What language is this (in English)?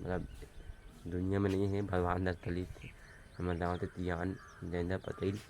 Chhattisgarhi